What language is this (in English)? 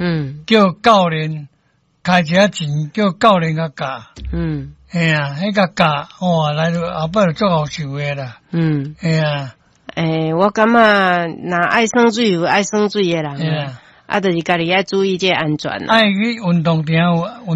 Min Nan Chinese